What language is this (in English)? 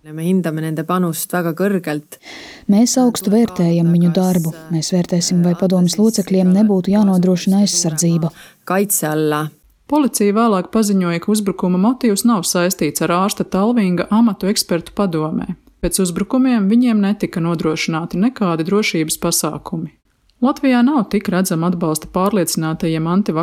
Latvian